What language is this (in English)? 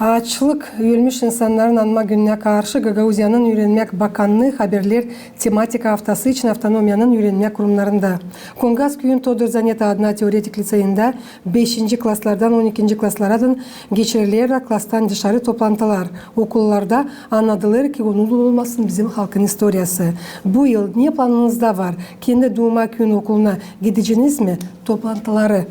Gagauz